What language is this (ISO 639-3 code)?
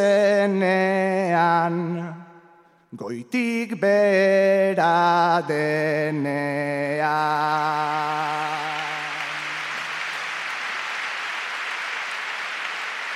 eus